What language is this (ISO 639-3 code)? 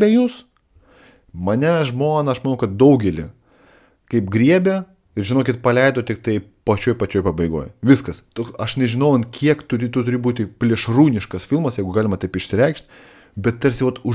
lit